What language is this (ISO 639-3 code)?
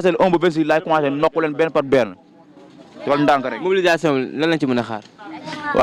wol